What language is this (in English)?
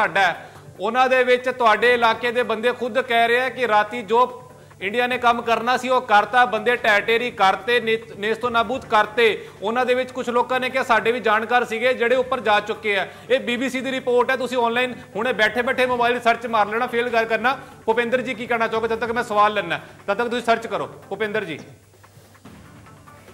Punjabi